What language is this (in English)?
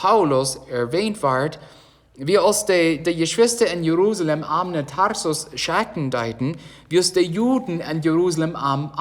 Plautdietsch